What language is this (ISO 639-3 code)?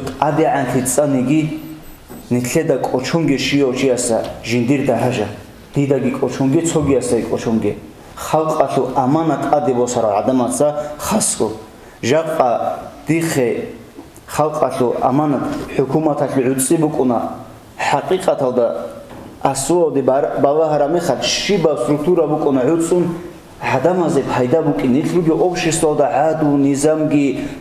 ava